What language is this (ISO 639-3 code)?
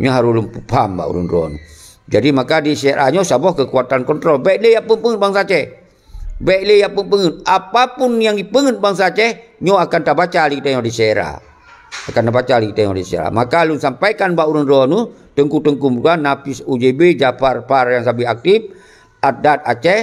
ace